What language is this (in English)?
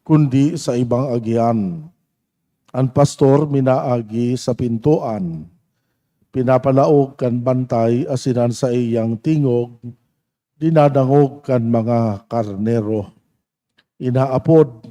Bikol